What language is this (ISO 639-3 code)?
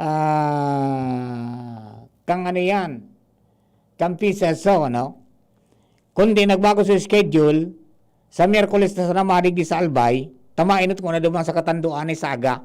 bik